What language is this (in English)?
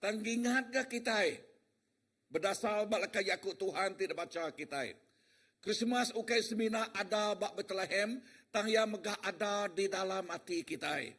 Iban